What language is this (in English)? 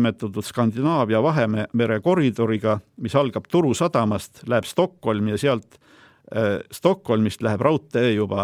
Estonian